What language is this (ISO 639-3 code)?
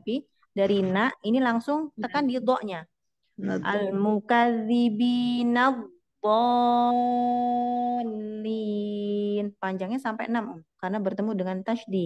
ind